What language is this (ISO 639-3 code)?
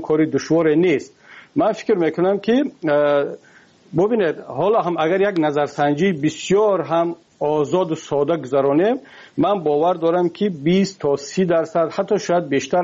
fas